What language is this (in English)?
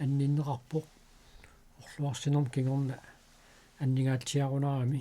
Kalaallisut